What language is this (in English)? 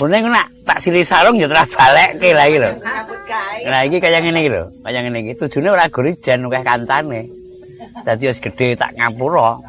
Javanese